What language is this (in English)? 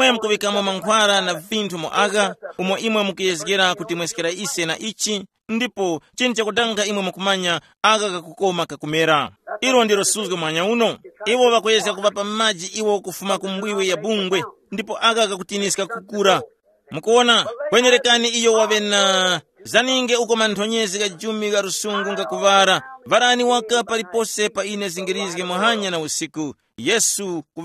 Tumbuka